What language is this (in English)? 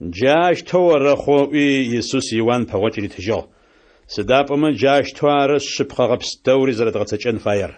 Adyghe